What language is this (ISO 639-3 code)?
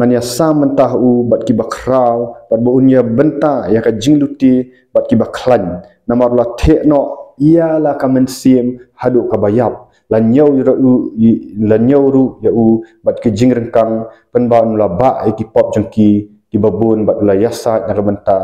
kha